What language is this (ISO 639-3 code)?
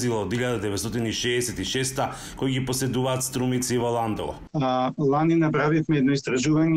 mkd